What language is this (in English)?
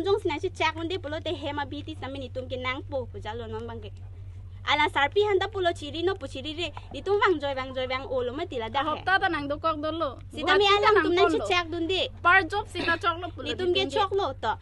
Karbi